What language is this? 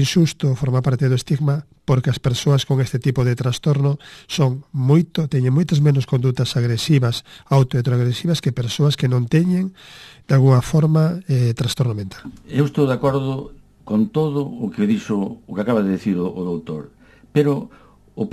Galician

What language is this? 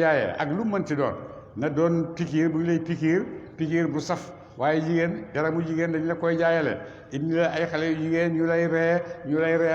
Wolof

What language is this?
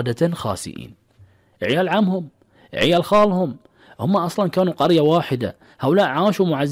Arabic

